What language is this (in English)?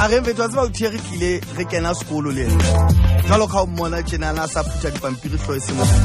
Southern Sotho